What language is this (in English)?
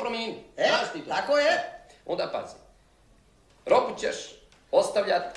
Croatian